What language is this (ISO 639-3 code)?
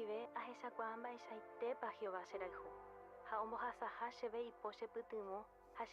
grn